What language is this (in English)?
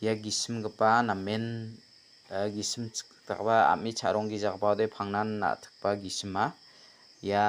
Garo